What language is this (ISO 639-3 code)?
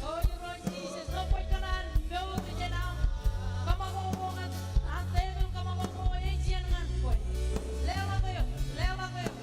mah